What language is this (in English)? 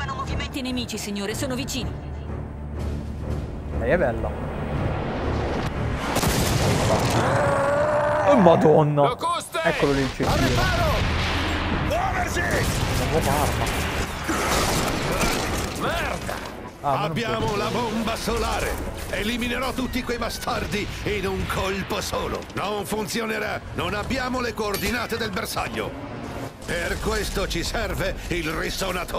Italian